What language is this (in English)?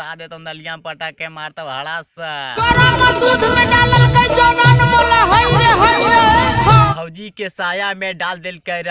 Magahi